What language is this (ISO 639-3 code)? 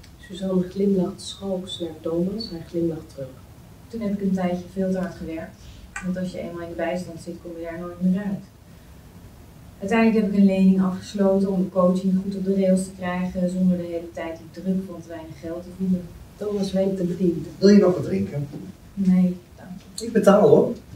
nld